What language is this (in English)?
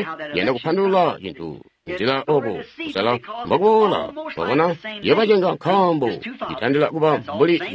Tonga (Zambia)